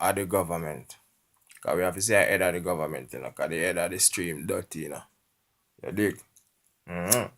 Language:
Jamaican Creole English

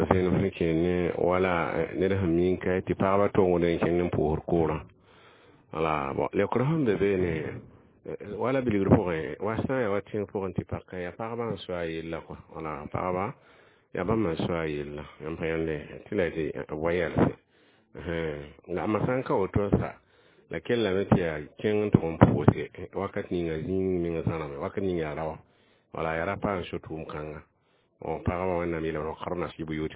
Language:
Mossi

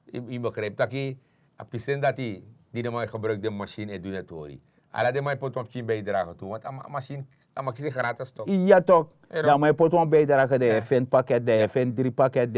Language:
Sranan Tongo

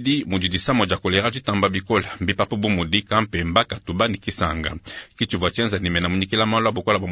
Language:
Luba-Lulua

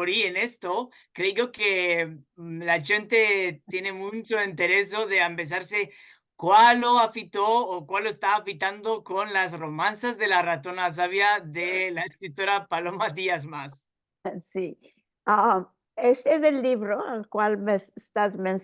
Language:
Ladino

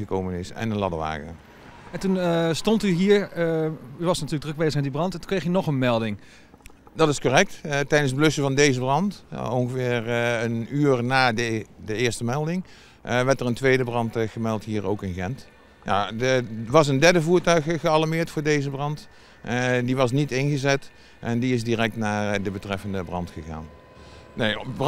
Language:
Dutch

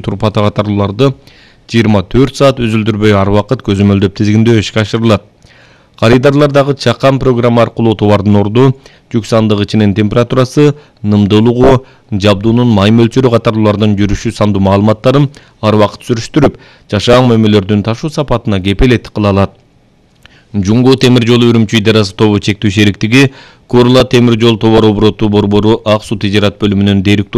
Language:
Kyrgyz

